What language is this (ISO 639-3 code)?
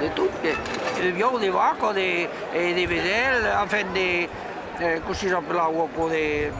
oci